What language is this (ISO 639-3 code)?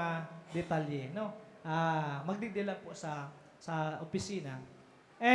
bik